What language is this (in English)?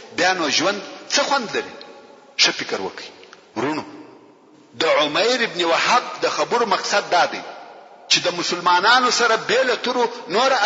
Pashto